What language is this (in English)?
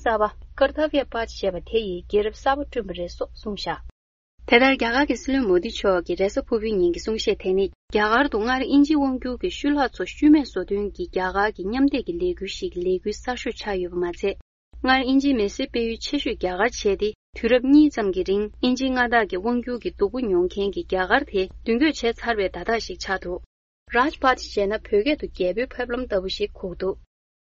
Tibetan